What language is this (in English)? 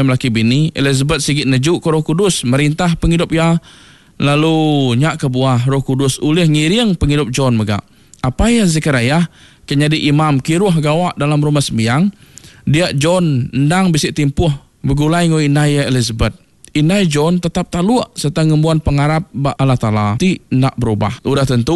Iban